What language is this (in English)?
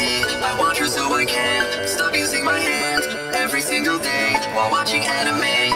English